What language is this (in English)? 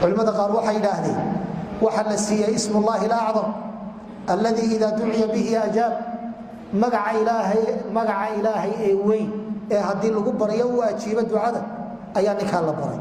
Somali